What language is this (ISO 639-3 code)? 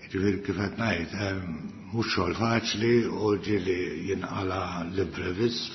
mlt